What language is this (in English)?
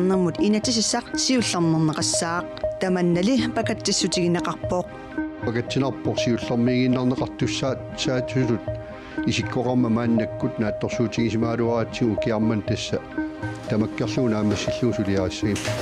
Kalaallisut